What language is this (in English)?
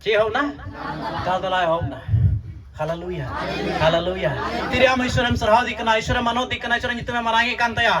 Santali